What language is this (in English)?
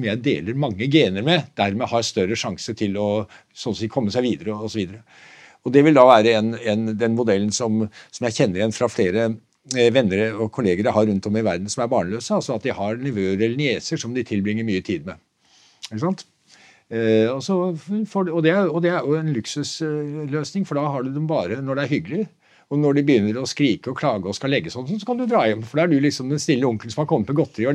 Norwegian